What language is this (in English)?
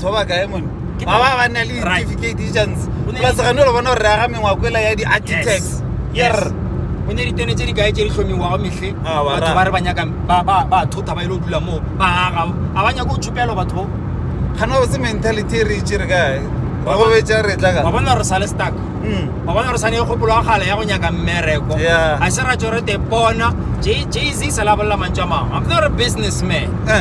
Northern Sotho